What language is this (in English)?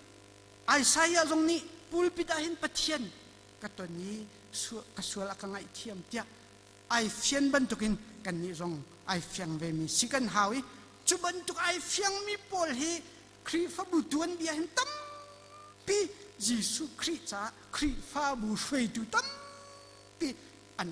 Hakha Chin